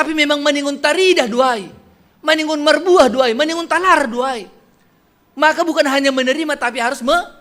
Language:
Batak Simalungun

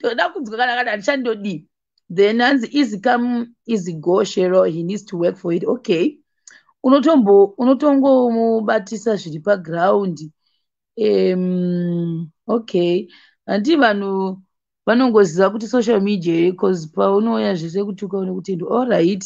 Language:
Shona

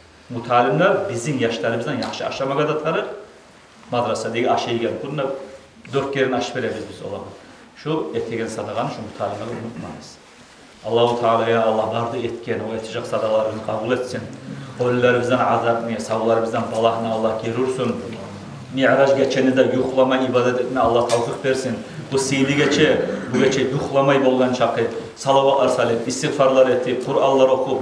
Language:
Kumyk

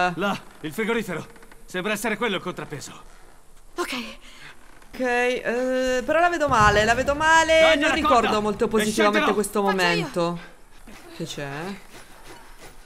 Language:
Italian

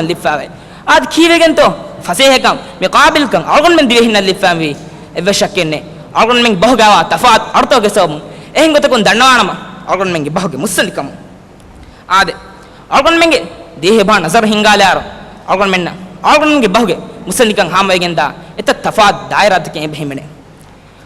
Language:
Divehi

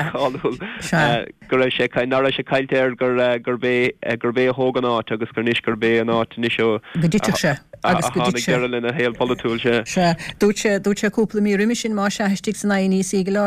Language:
Irish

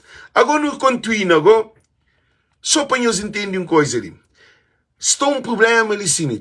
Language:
Kabuverdianu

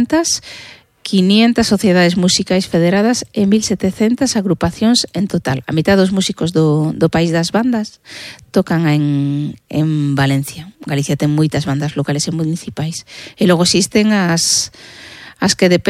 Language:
Galician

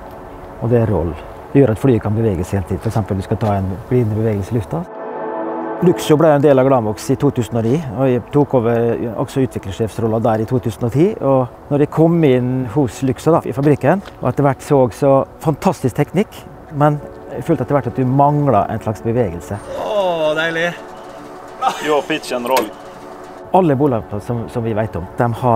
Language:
Norwegian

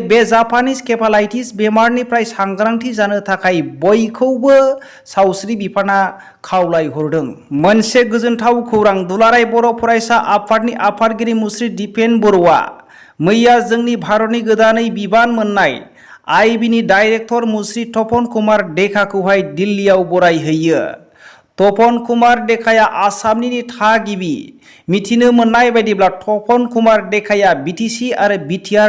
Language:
Bodo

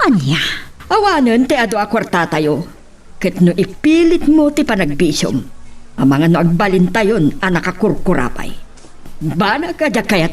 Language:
Iloko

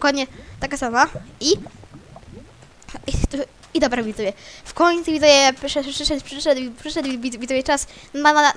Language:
Polish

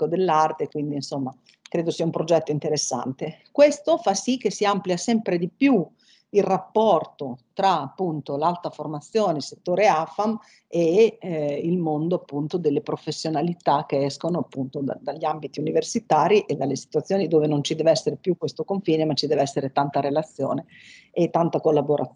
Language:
Italian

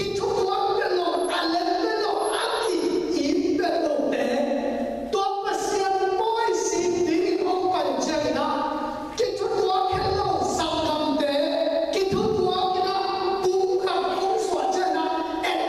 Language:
Tedim Chin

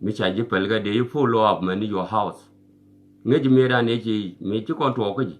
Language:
Nuer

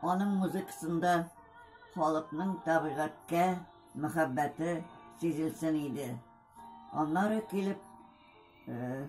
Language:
Tatar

